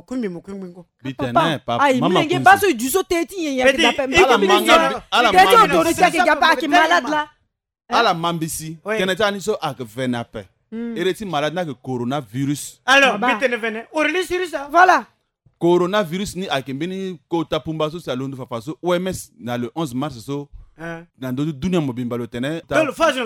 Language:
Sango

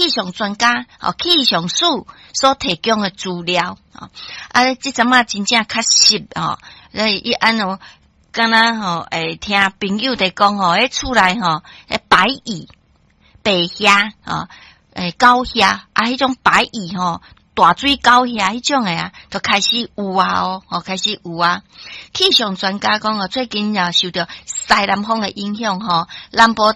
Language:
Min Nan Chinese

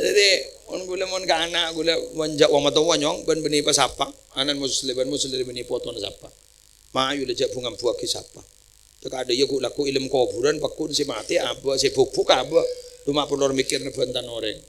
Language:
Madurese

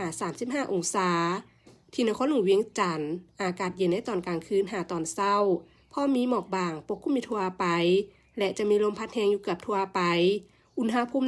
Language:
Lao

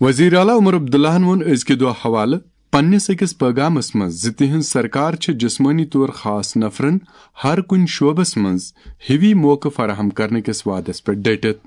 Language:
Kashmiri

